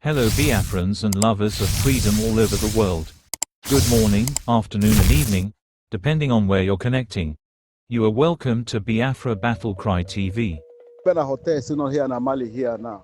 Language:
Igbo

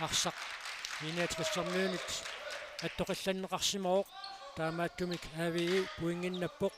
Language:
Kalaallisut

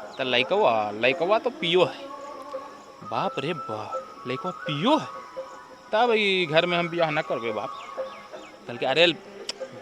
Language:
Magahi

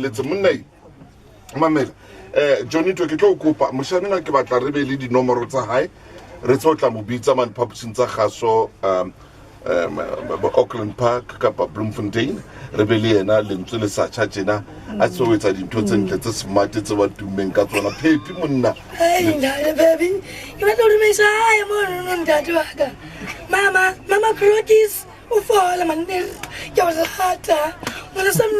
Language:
Southern Sotho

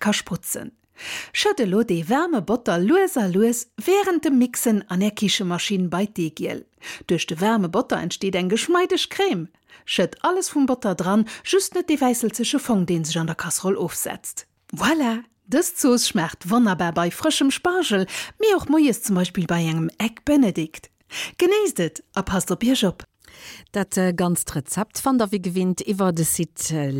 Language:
Luxembourgish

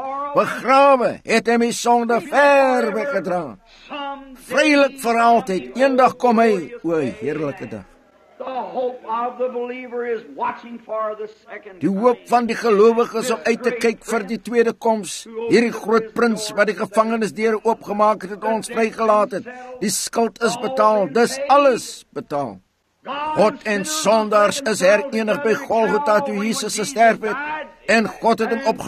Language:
Afrikaans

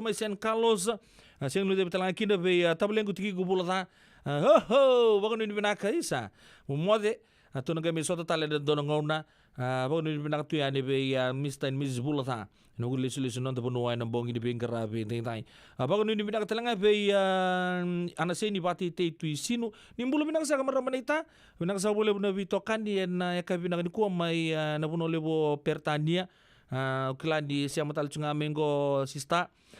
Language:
Fijian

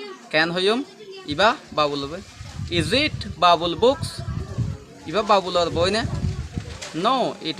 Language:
Rohingya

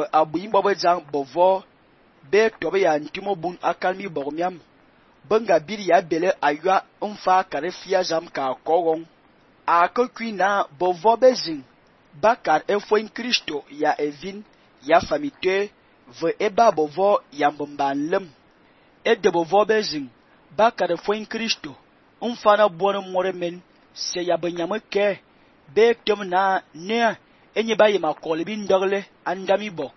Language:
Fang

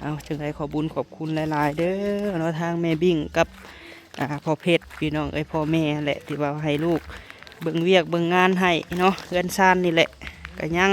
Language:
Lao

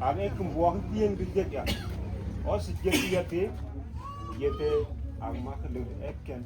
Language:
Mabaan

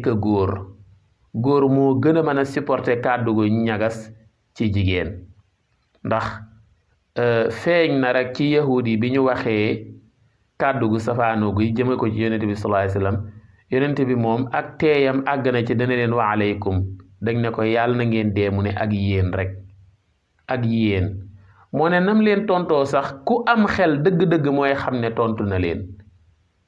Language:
Wolof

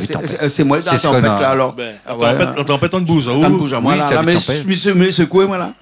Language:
Réunion Creole French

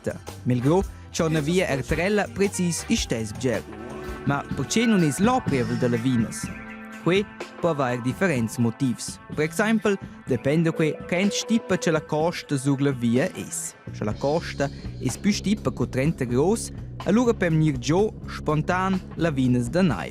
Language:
Romansh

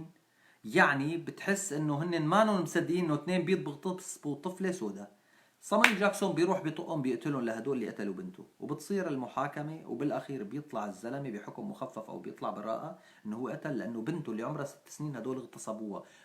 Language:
North Levantine Arabic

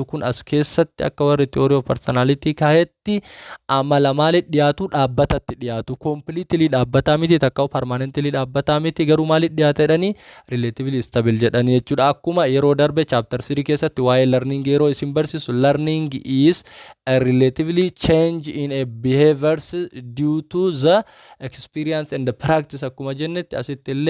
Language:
Oromo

